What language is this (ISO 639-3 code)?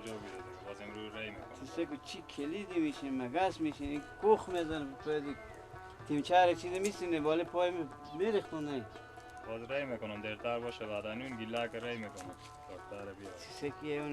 fas